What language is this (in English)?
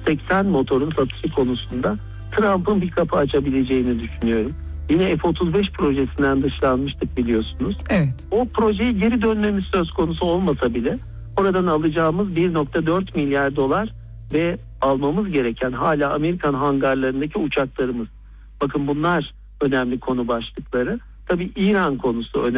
Turkish